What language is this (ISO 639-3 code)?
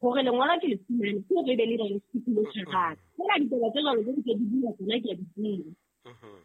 sot